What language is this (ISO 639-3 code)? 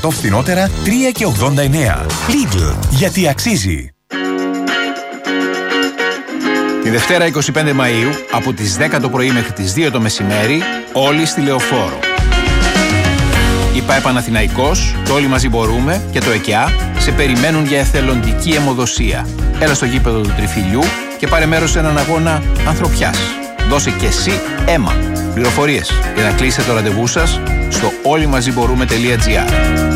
ell